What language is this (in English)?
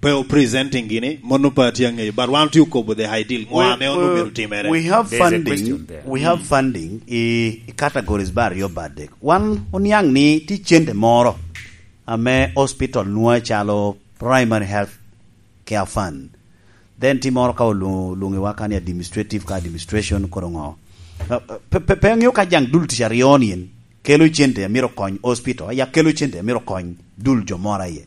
Lango (Uganda)